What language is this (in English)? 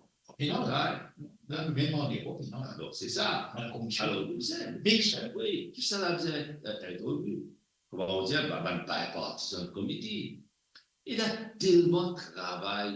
Morisyen